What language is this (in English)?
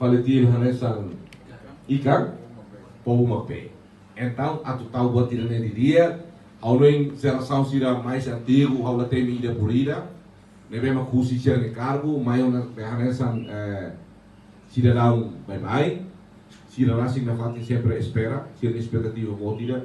Tetum